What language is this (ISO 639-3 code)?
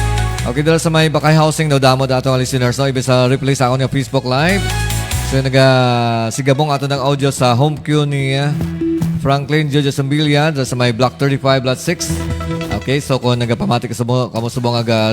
hil